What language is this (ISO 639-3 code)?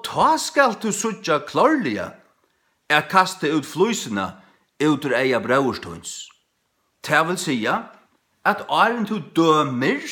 fao